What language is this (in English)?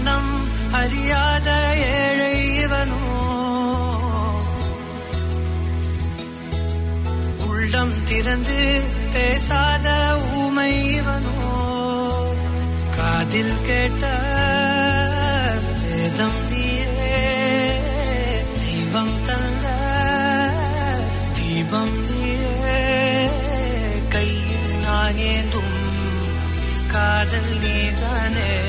Tamil